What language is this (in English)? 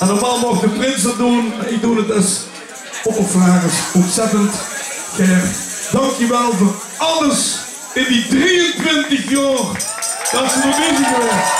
Limburgish